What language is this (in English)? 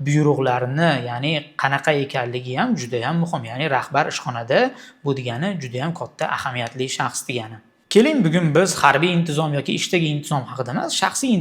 Uzbek